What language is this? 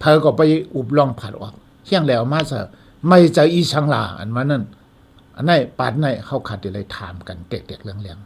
Shan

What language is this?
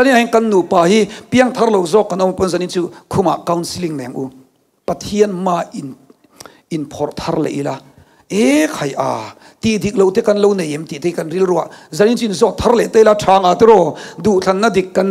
Mizo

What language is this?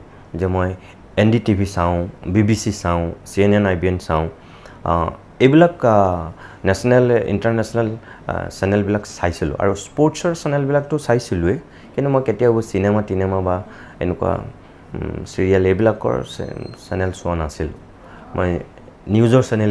Assamese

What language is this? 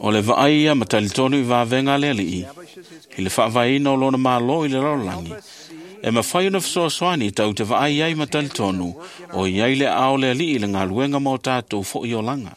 Samoan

